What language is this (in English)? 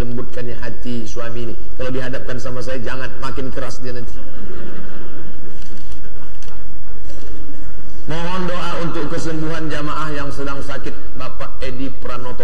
Indonesian